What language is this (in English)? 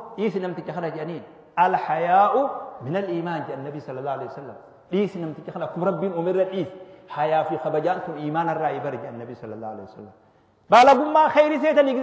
Oromo